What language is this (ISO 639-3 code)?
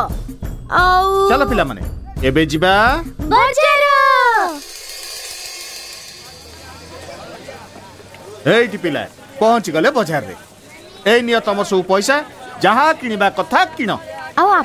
ori